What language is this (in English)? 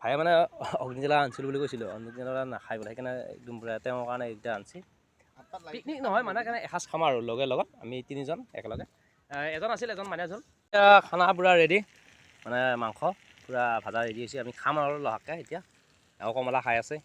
Assamese